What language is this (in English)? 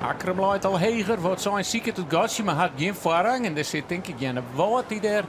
Western Frisian